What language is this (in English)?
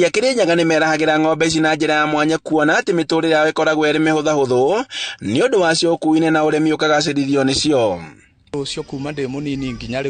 Kikuyu